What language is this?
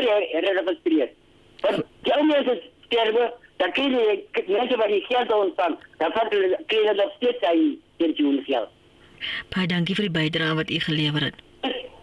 Afrikaans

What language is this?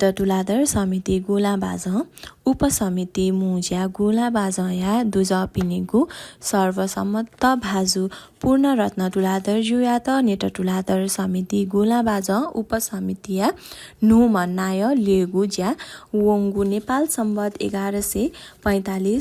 Newari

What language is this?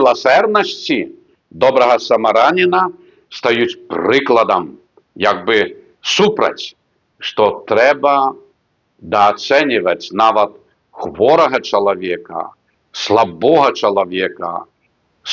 Belarusian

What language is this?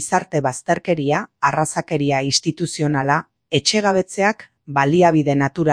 Basque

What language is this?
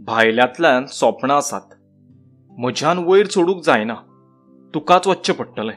Konkani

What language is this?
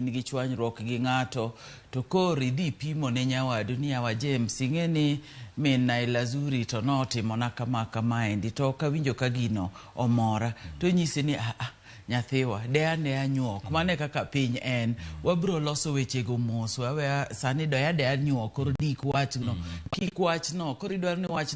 Luo (Kenya and Tanzania)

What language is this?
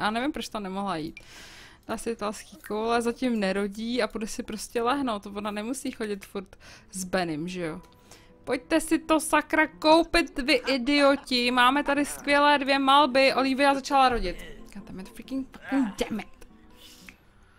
Czech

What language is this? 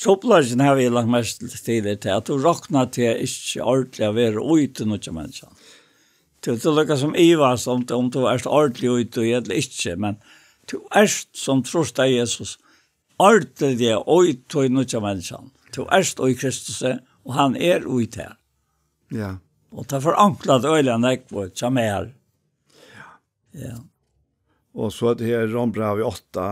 Faroese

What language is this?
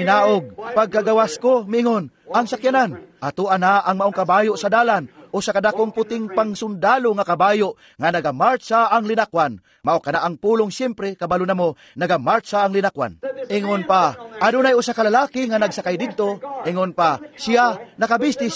Cebuano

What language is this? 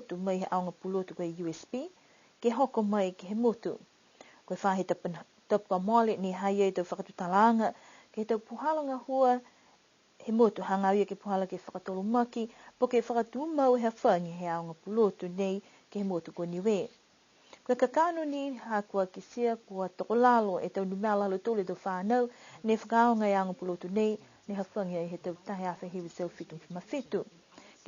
Niuean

